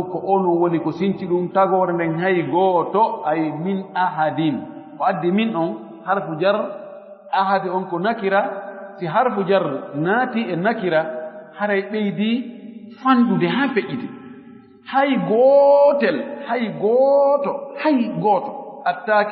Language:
Fula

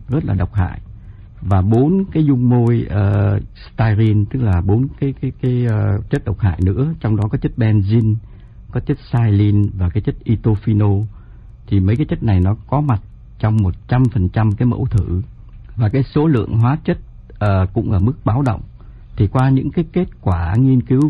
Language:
Vietnamese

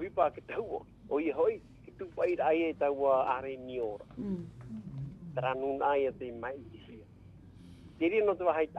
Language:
Tahitian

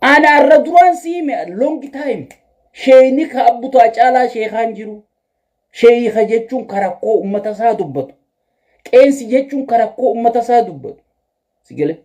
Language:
Oromo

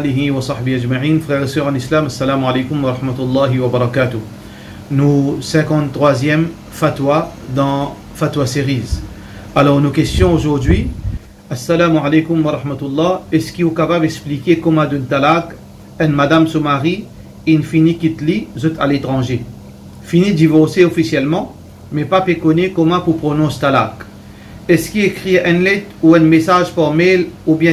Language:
Morisyen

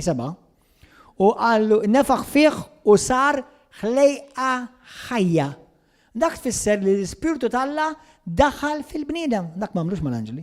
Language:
Maltese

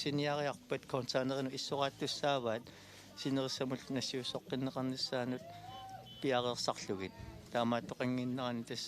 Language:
Kalaallisut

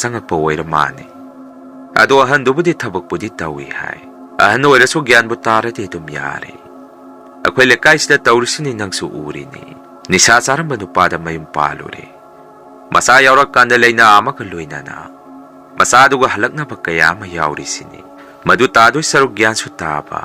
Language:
Manipuri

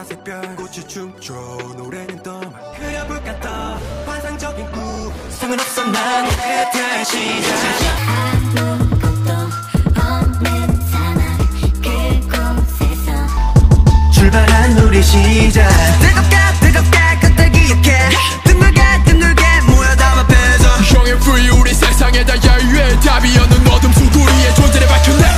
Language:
Korean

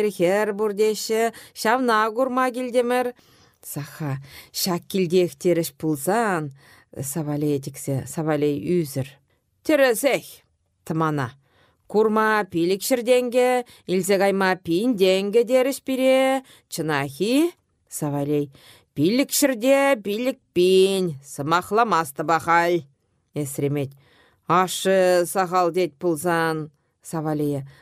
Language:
Chuvash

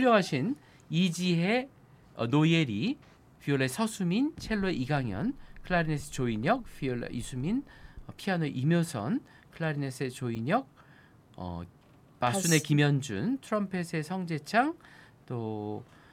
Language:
Korean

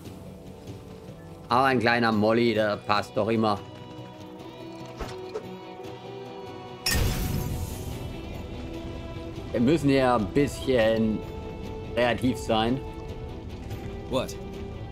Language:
German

